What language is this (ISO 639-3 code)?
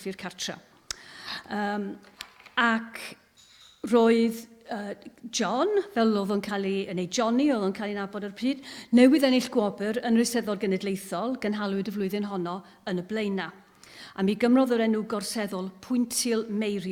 cym